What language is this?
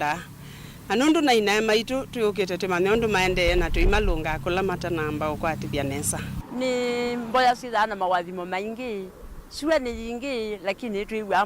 Kamba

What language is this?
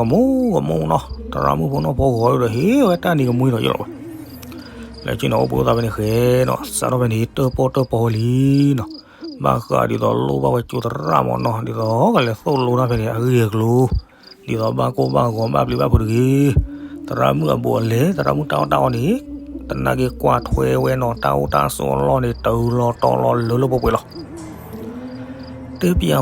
S'gaw Karen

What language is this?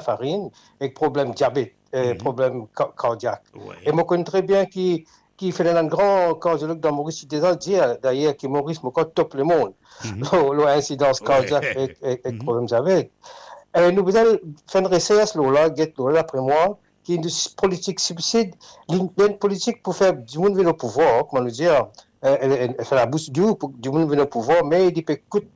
Morisyen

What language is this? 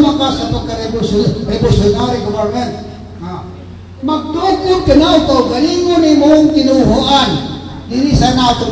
Cebuano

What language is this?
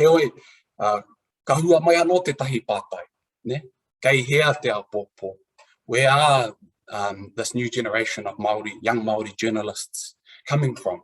Māori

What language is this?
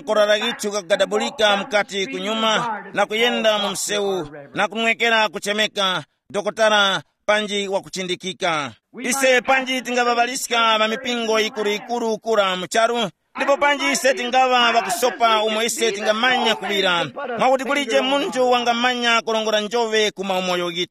Tumbuka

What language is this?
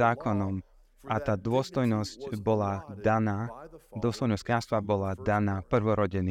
Slovak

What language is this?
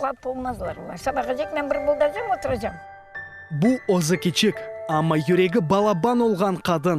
Crimean Tatar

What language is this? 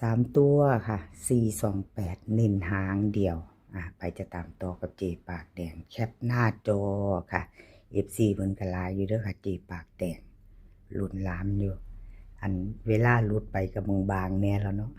Northeastern Thai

